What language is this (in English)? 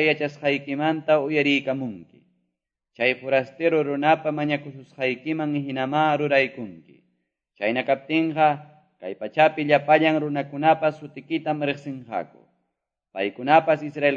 Quechua